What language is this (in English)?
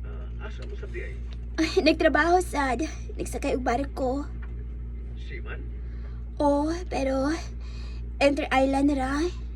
Cebuano